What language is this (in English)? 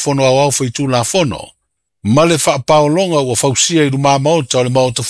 Samoan